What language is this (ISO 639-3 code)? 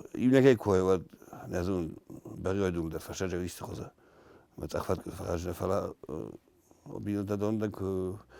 oss